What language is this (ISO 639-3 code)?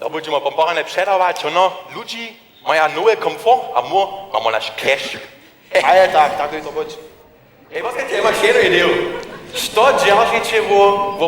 hsb